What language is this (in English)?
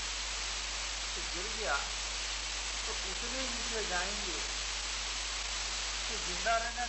Hindi